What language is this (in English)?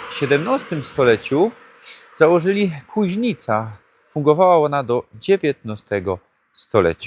Silesian